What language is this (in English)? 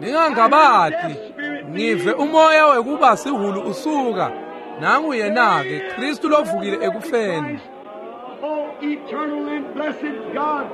Swati